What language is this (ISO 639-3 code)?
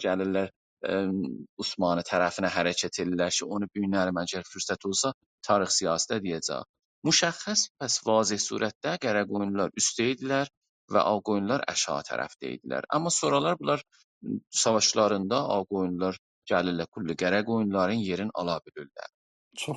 azb